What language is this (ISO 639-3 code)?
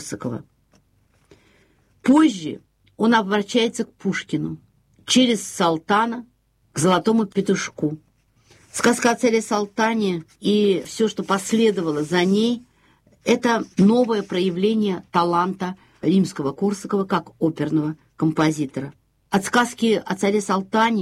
rus